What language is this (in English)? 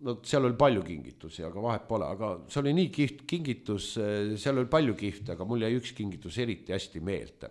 Estonian